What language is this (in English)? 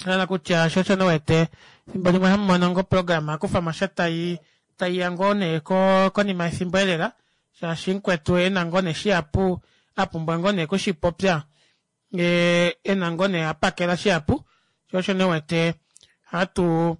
Kuanyama